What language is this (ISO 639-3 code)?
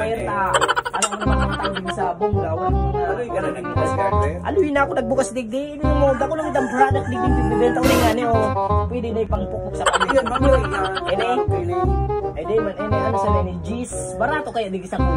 bik